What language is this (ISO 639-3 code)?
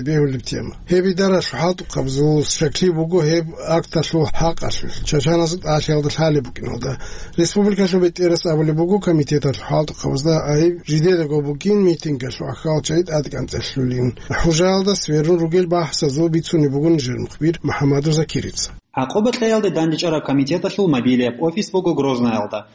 ava